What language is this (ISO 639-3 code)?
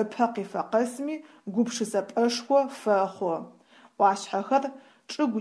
ady